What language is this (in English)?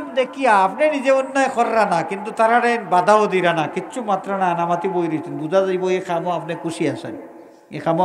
Sylheti